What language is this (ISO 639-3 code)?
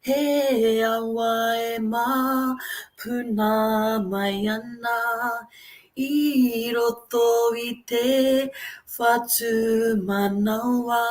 mri